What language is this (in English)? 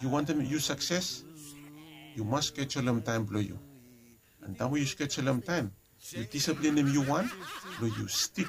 Bislama